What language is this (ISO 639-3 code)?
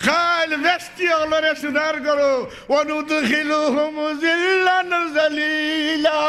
syl